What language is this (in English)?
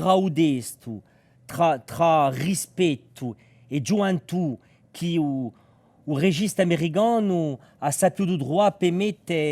Corsican